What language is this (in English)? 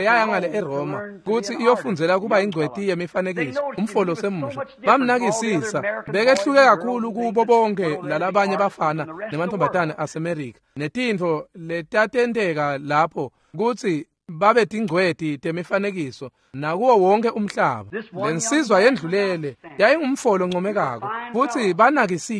Swati